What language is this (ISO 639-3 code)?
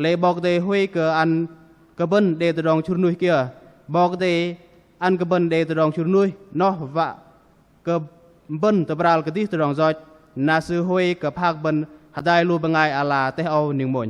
bdq